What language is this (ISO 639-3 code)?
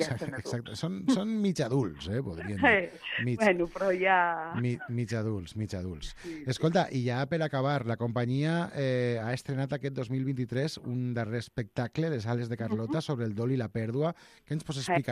cat